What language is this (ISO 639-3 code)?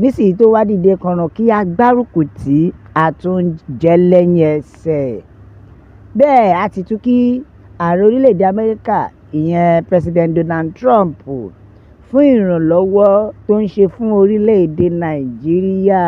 yor